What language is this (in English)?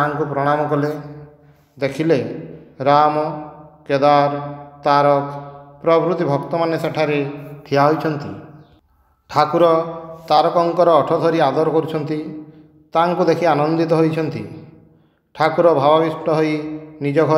Odia